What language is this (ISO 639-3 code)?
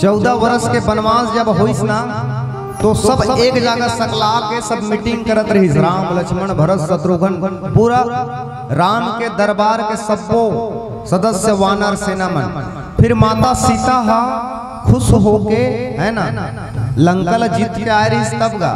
hne